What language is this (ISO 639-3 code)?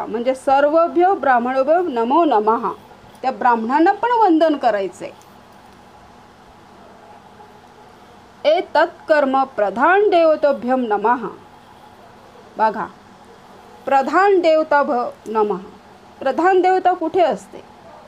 mar